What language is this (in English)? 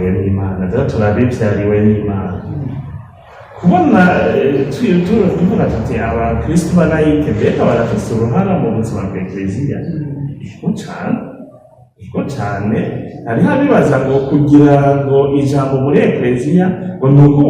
Rundi